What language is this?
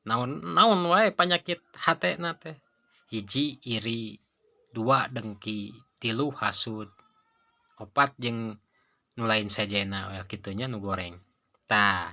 Sundanese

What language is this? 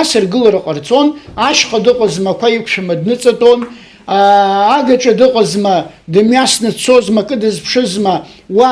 Abkhazian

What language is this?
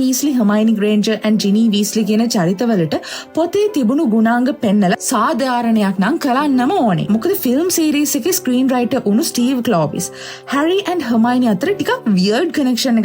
Sinhala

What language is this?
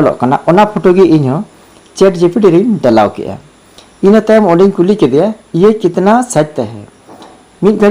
Santali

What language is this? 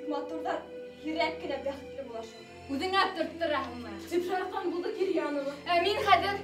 Bashkir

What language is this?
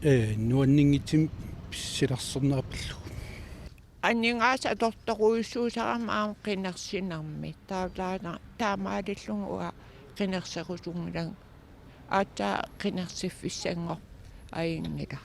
Kalaallisut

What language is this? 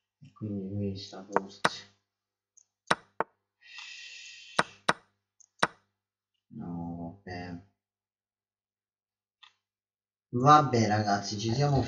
Italian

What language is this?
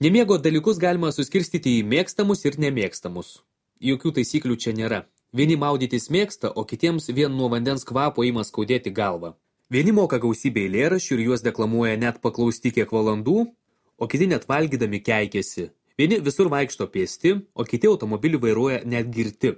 Lithuanian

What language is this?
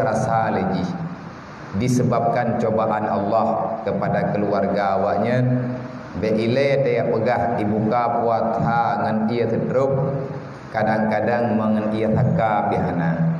Achinese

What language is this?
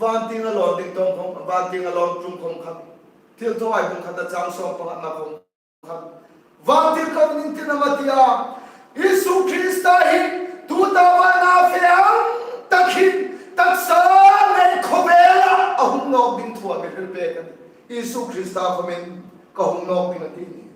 Hmar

